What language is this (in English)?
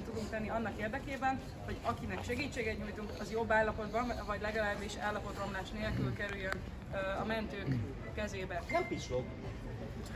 Hungarian